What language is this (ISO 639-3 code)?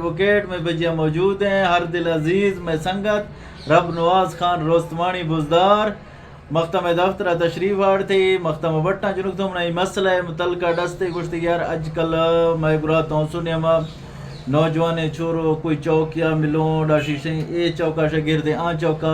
bgp